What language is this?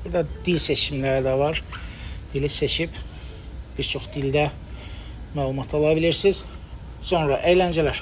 Azerbaijani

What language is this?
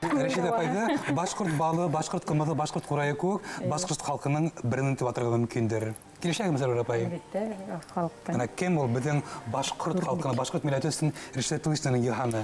Bashkir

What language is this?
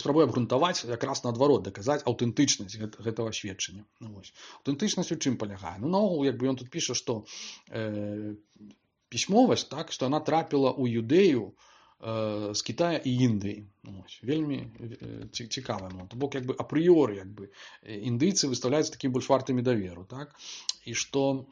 Belarusian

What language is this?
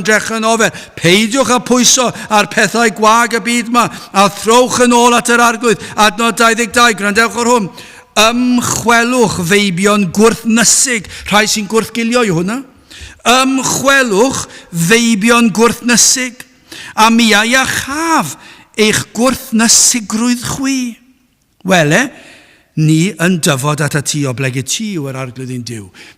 Welsh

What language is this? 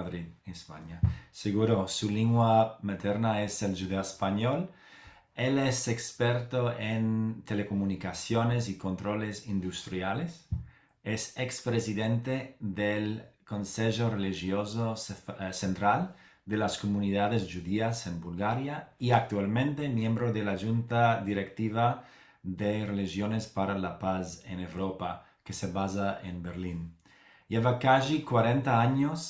Ladino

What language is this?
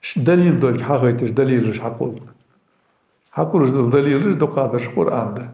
Ingush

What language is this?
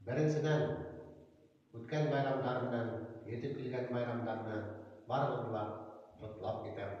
Bashkir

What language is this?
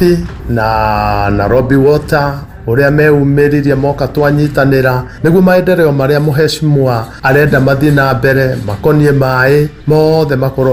Kikuyu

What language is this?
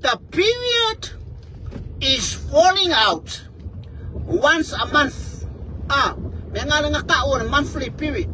Samoan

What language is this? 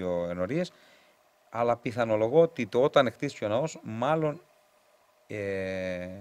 Greek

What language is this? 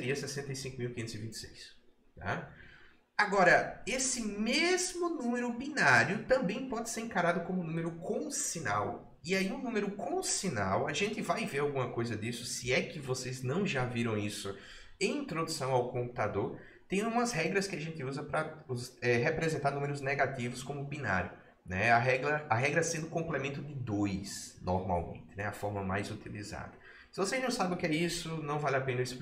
Portuguese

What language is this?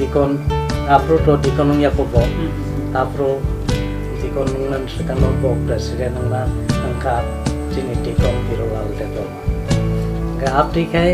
Kok Borok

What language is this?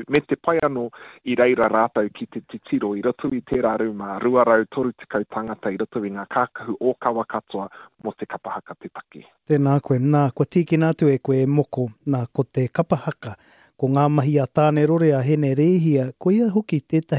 Māori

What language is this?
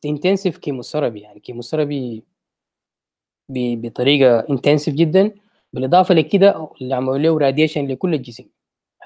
Sudanese Arabic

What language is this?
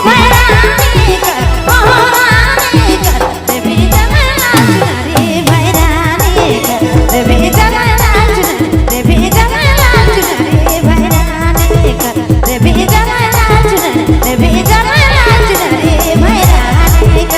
Sadri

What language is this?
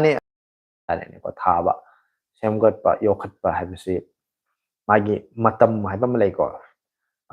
Manipuri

